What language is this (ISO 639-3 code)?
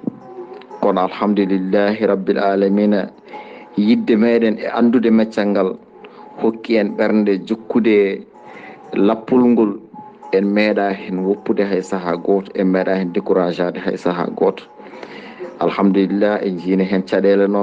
ful